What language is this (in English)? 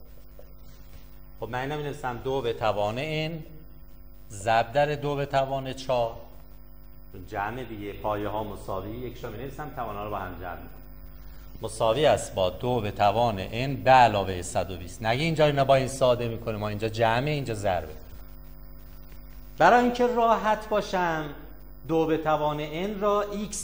Persian